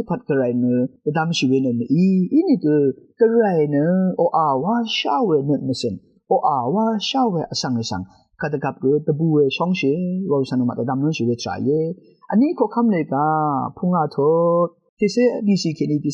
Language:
Rawang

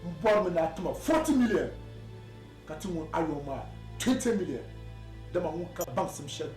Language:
Dagbani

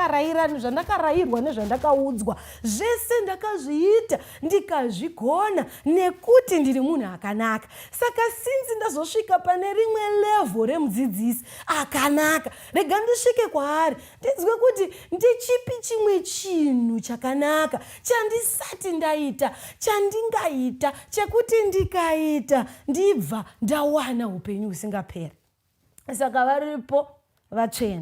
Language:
Shona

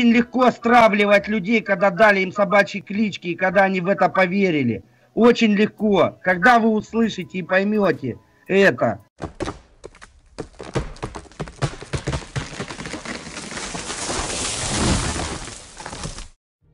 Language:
Russian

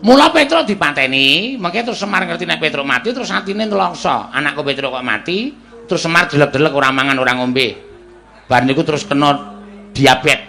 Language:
Javanese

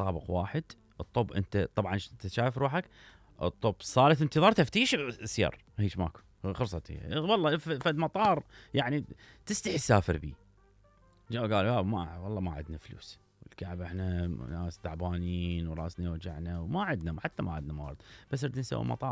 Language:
Mesopotamian Arabic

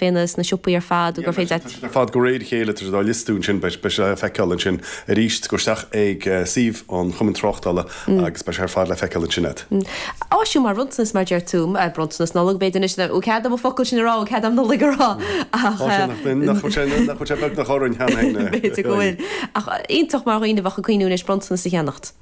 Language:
Irish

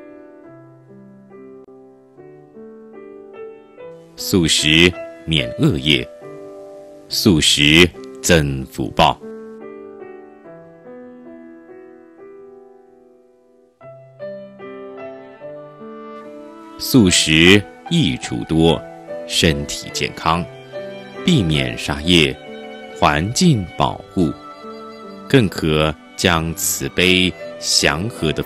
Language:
Chinese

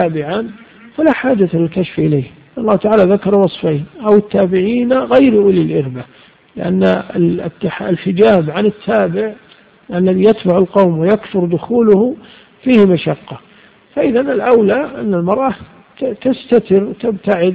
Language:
Arabic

